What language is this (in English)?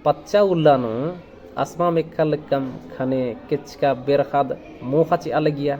Kurukh